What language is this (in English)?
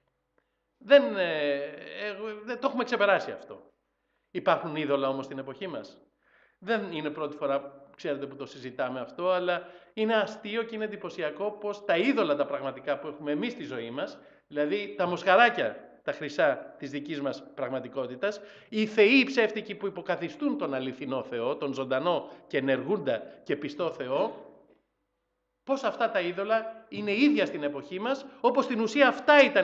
Greek